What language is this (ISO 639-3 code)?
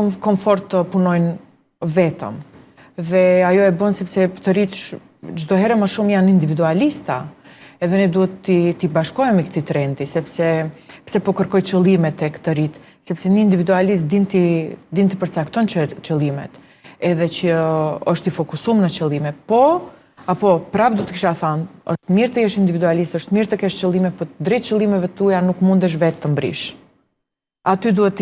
sqi